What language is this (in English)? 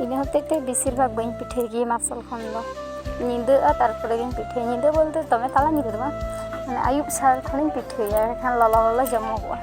Santali